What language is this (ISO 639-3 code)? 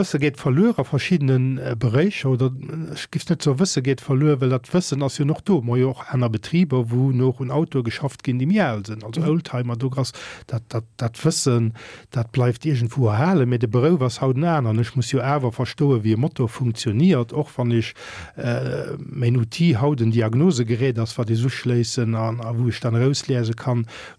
ltz